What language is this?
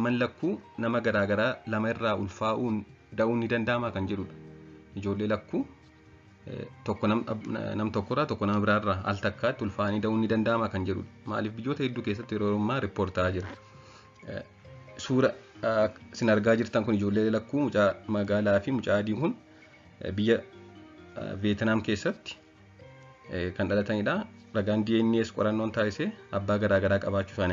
Oromo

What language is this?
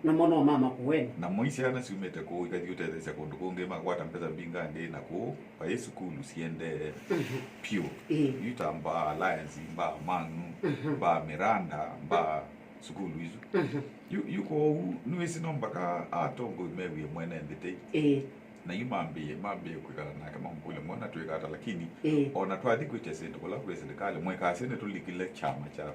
Kamba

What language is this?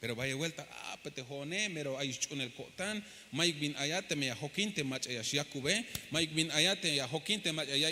Tzeltal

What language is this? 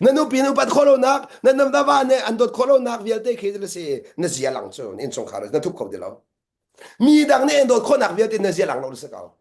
Hakha Chin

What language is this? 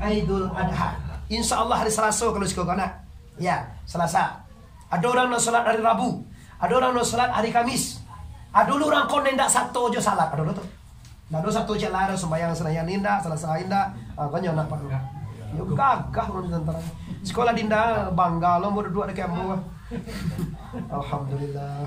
Minangkabau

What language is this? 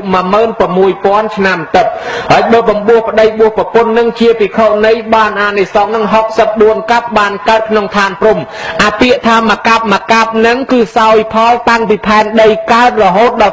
Khmer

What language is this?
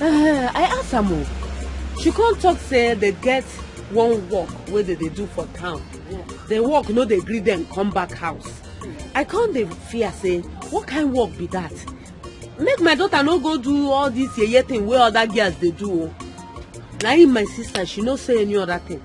Nigerian Pidgin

